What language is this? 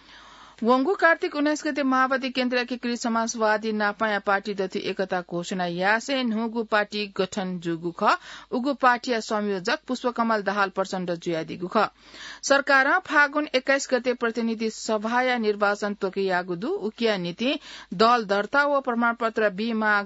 Newari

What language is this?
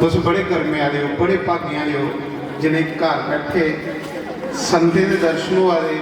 Dogri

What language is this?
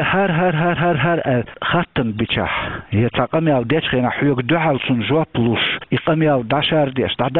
Chechen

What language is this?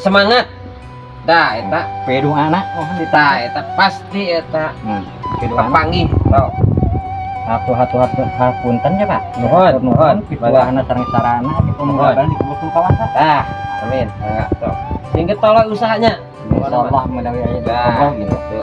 Sundanese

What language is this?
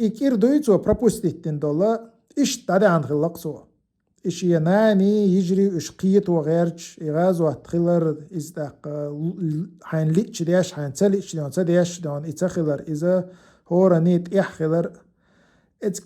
Chechen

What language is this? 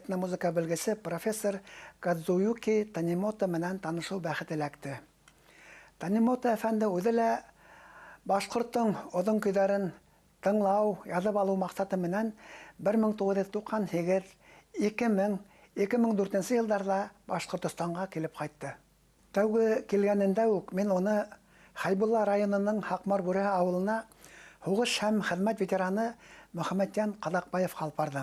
Bashkir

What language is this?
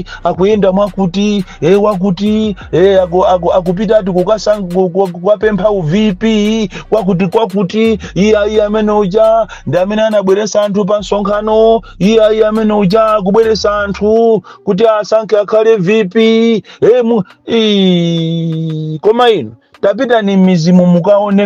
Nyanja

